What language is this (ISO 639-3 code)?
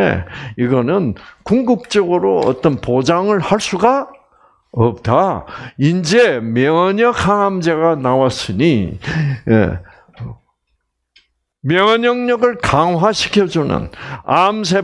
kor